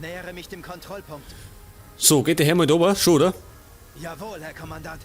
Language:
Bavarian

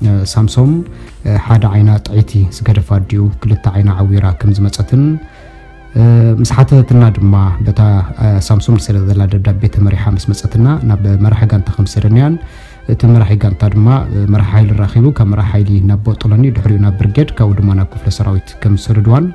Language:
Tigrinya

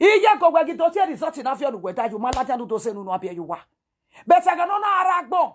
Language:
Nigerian Pidgin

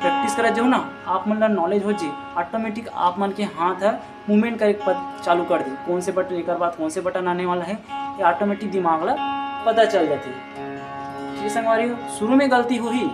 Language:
Chhattisgarhi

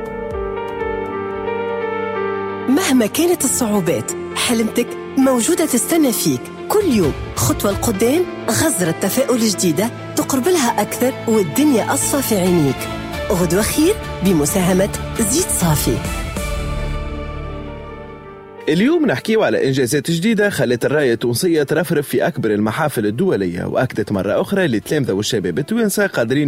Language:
Tunisian Arabic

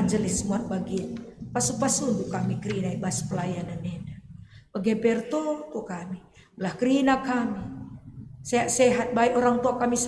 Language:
Batak Karo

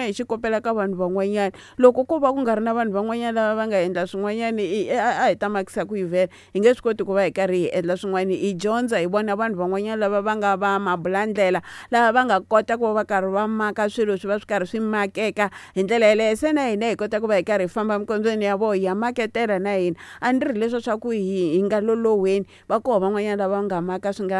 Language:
Tsonga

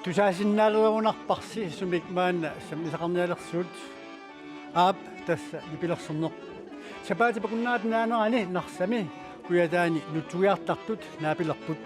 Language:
Kalaallisut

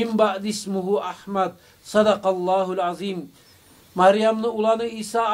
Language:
Kumyk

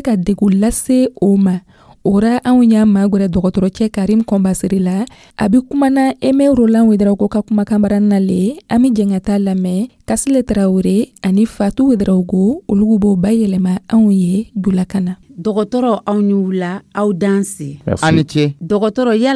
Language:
Dyula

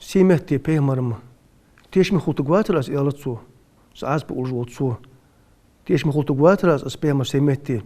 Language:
Ingush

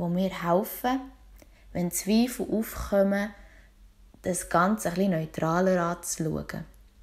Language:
Swiss German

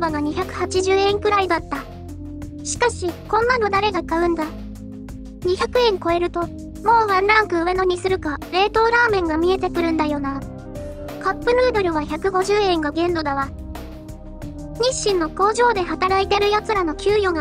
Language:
Japanese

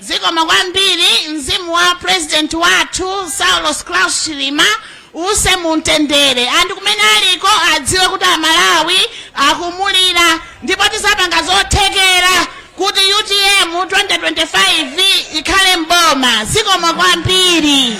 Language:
Nyanja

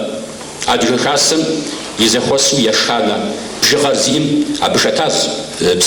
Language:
Kabardian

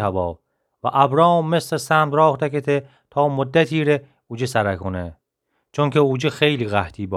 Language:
Gilaki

